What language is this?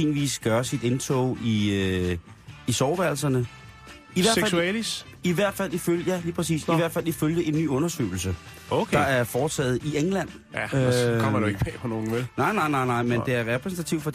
Danish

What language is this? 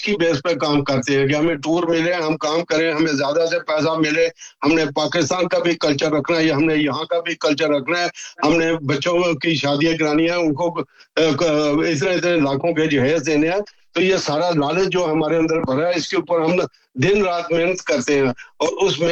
Urdu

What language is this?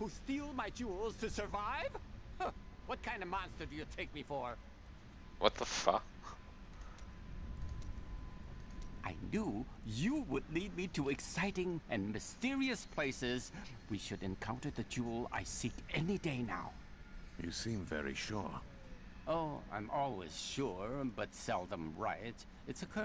English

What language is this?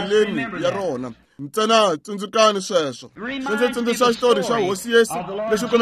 Tsonga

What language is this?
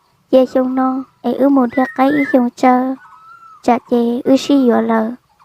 Hmong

